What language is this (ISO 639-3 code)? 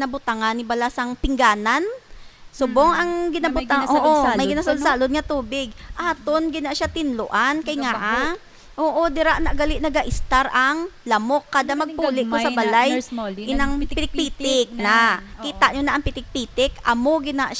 hil